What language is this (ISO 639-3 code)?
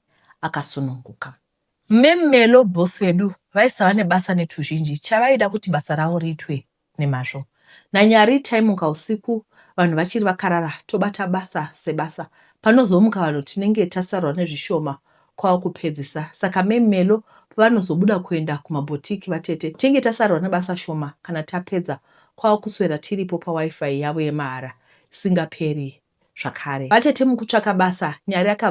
sna